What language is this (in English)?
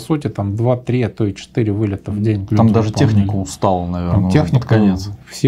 Russian